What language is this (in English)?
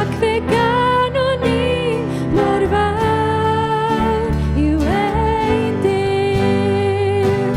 Welsh